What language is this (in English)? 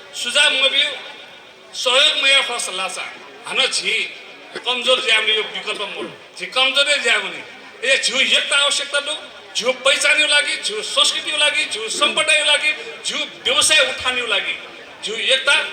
Newari